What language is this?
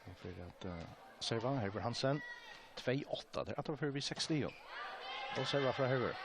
Faroese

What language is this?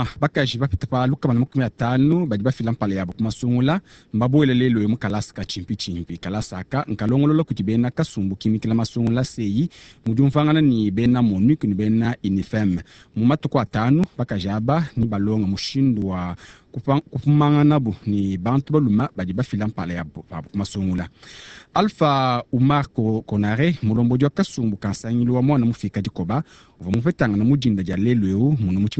Luba-Lulua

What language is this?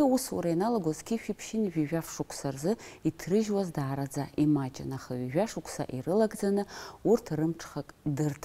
Abkhazian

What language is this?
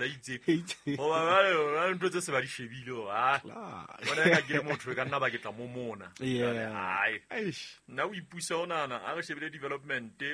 Southern Sotho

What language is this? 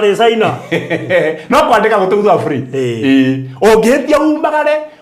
Kikuyu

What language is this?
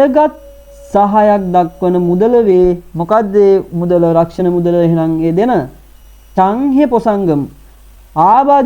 Sinhala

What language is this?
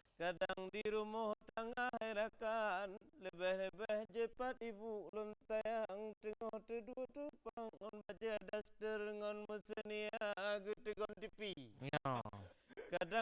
Achinese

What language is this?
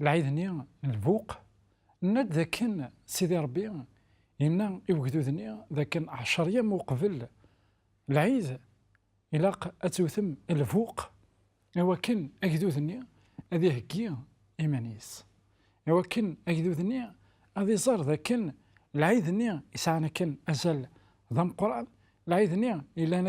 Kabyle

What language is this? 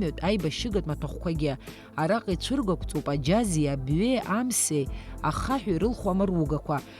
Abkhazian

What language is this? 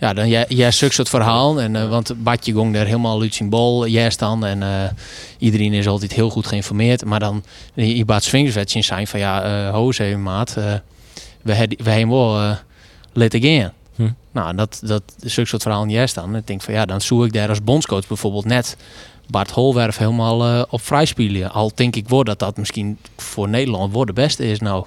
Western Frisian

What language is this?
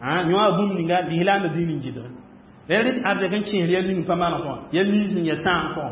Mossi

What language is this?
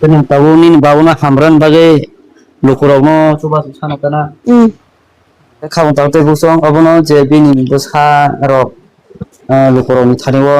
Kok Borok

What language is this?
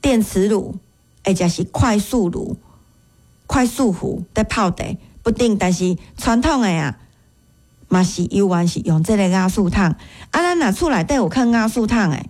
Min Nan Chinese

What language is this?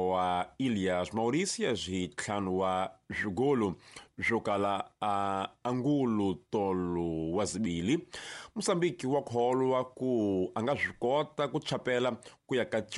Tsonga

